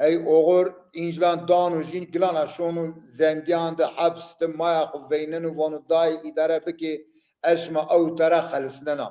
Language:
Zaza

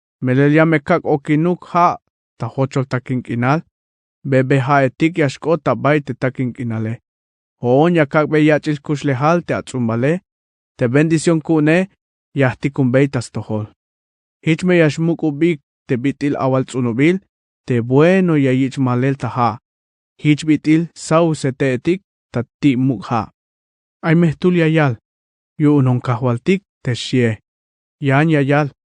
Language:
Tzeltal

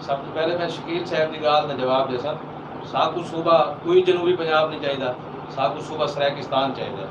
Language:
Saraiki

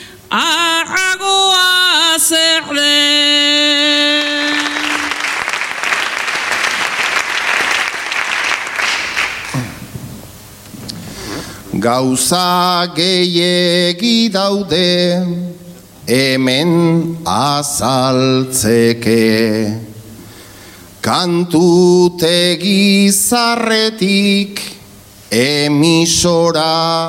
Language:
Basque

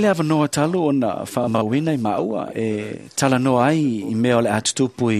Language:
Samoan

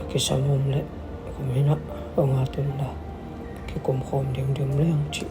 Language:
Tedim Chin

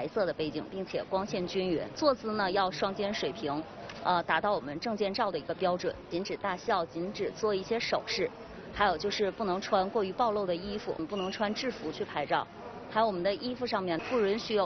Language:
Chinese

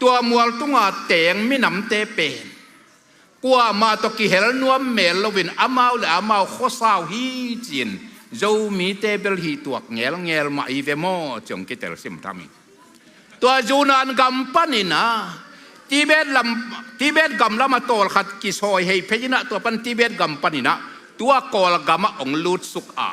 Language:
Tedim Chin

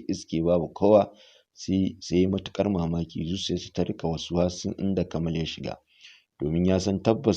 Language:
Hausa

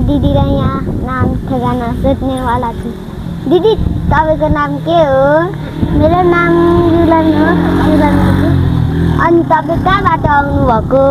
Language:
Nepali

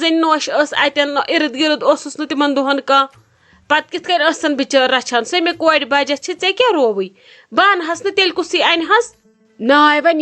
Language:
Kashmiri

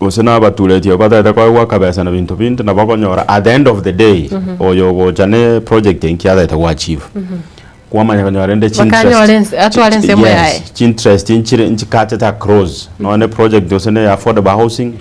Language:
Gusii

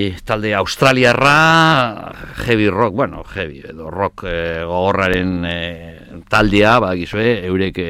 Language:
Basque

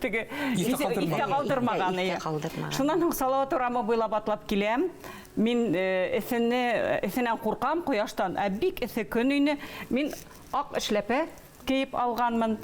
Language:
Bashkir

